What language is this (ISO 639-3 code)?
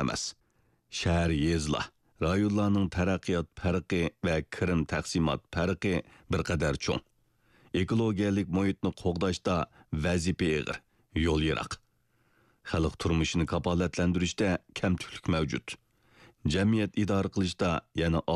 uig